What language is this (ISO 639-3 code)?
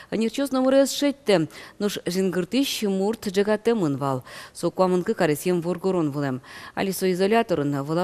udm